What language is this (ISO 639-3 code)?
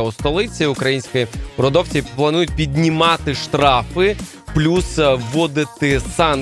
ukr